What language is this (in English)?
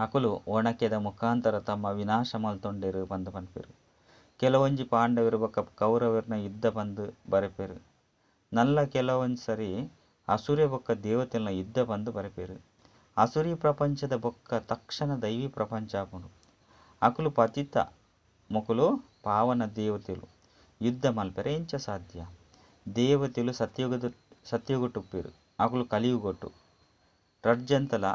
Tulu